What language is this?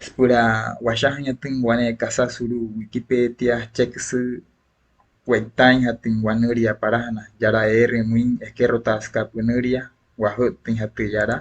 Wayuu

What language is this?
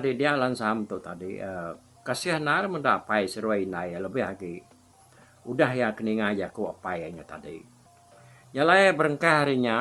Iban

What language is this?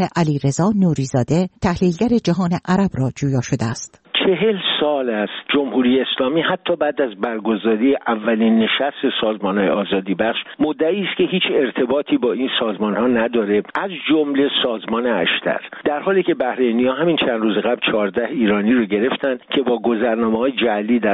Persian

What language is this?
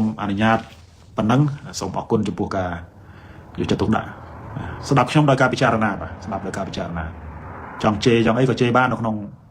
Khmer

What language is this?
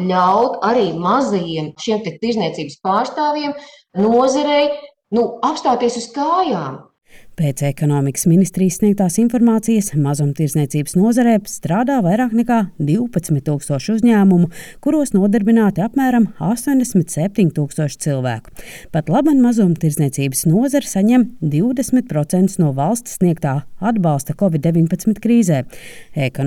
Latvian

